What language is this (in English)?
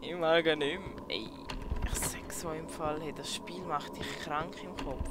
Swiss German